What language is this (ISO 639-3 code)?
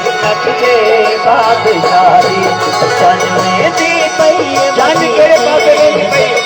skr